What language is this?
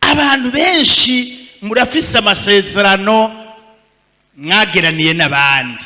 Rundi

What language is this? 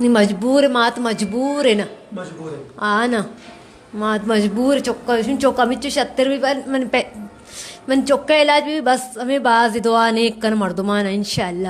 Baluchi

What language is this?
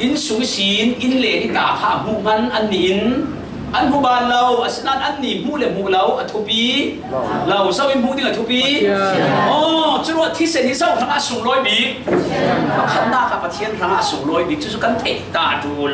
Falam Chin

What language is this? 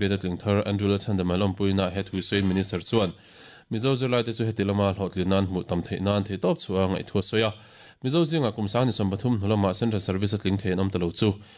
Mizo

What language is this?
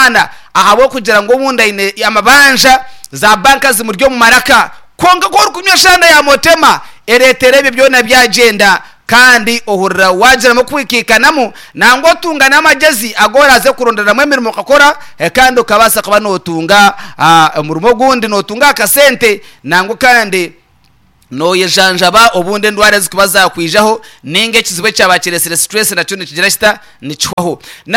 Nyankole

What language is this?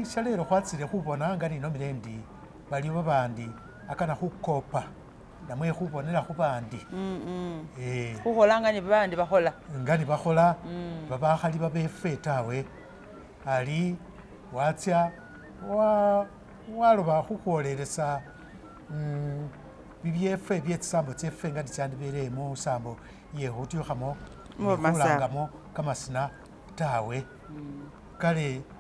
Masaaba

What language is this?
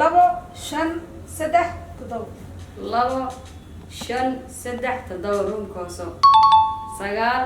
Somali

